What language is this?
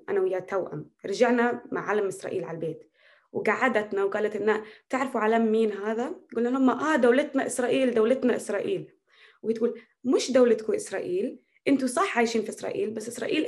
North Levantine Arabic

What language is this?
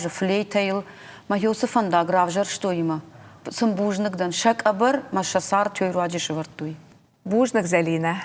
Ossetic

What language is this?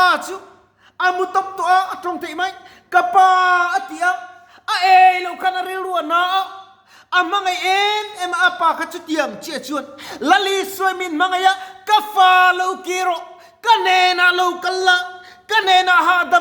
Mizo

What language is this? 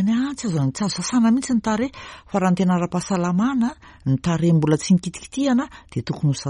Malagasy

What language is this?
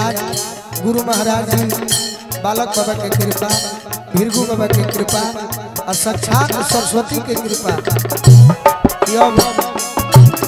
Bhojpuri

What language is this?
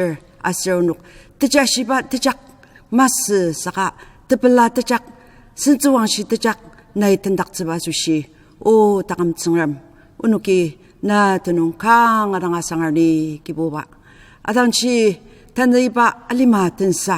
Ao Naga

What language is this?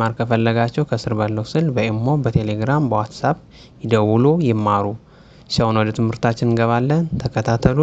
Amharic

